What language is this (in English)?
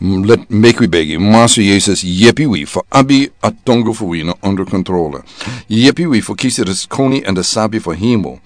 Sranan Tongo